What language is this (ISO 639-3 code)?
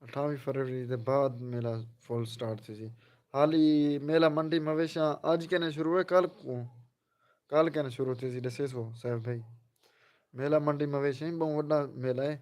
skr